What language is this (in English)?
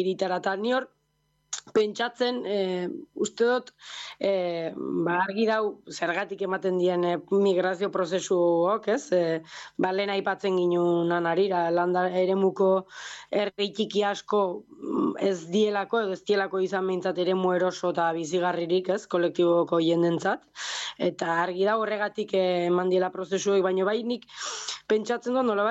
Basque